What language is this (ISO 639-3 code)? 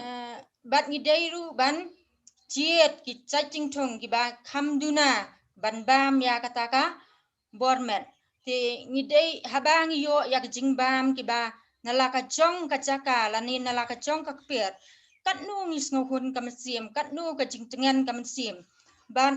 kha